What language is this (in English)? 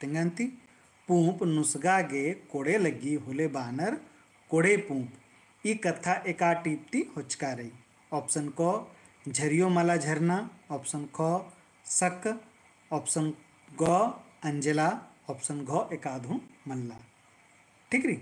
Kurukh